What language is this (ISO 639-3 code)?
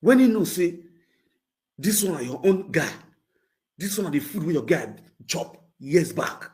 pcm